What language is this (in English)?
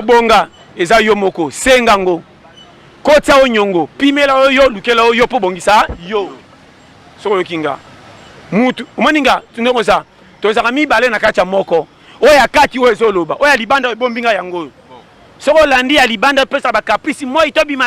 Lingala